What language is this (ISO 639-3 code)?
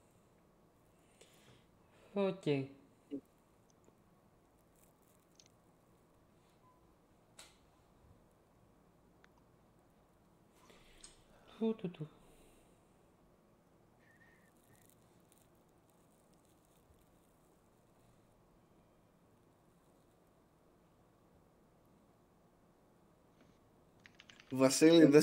ell